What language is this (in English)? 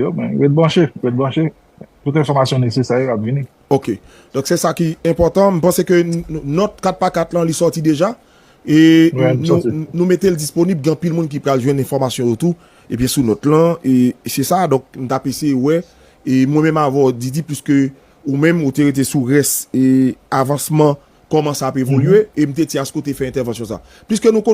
Haitian Creole